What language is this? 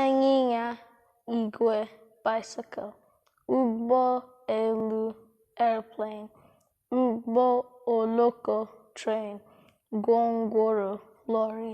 Igbo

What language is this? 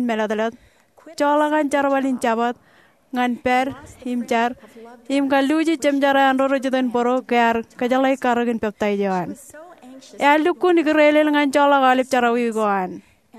Marshallese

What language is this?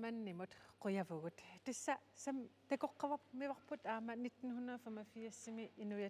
Kalaallisut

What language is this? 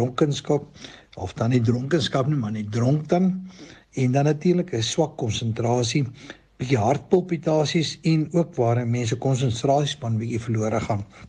Afrikaans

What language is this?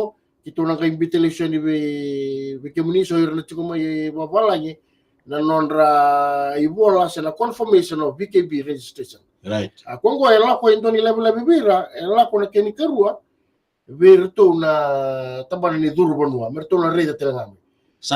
Fijian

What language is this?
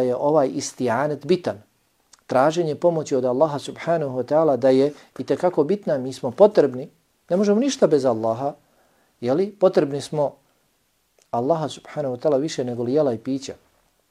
Bosnian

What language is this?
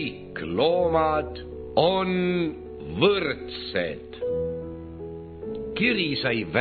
Estonian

